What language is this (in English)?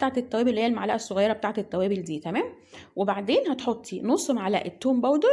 Egyptian Arabic